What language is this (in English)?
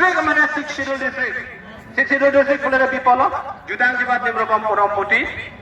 Karbi